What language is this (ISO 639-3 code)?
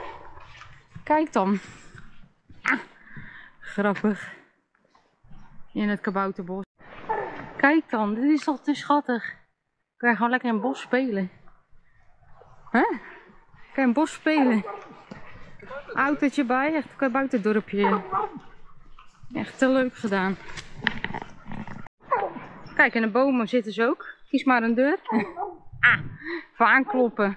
nld